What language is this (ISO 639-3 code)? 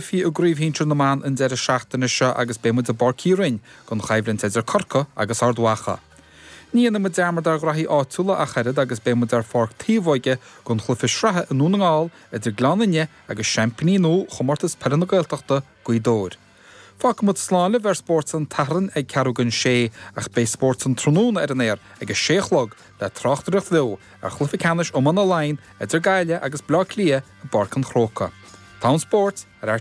gle